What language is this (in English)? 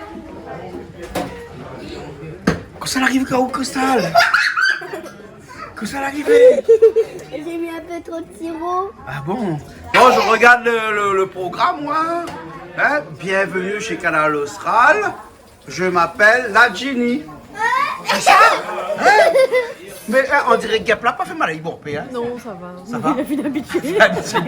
Réunion Creole French